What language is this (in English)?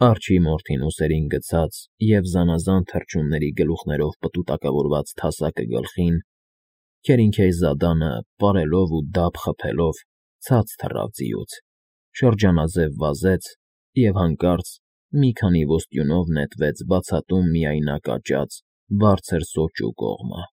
Armenian